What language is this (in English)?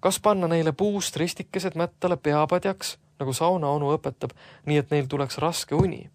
Estonian